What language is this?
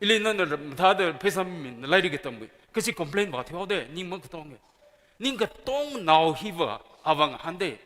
Tangkhul Naga (India)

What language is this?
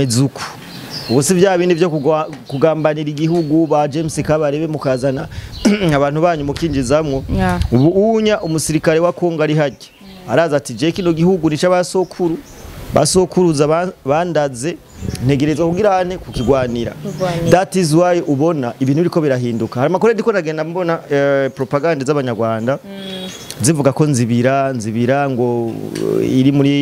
Rundi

